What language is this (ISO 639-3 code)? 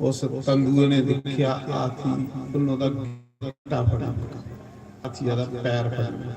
doi